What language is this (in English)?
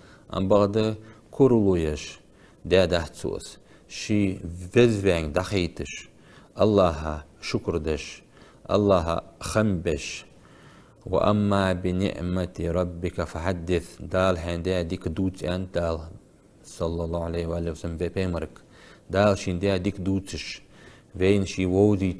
Ingush